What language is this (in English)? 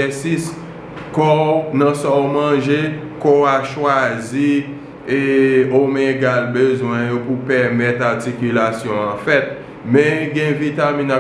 Haitian Creole